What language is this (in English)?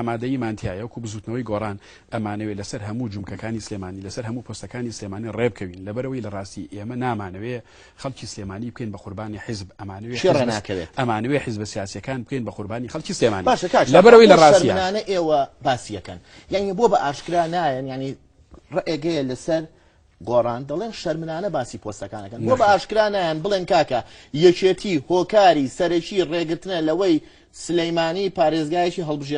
Central Kurdish